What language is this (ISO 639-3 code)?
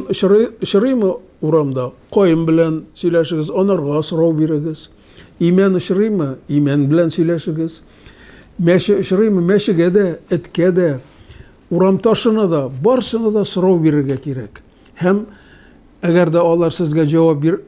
tat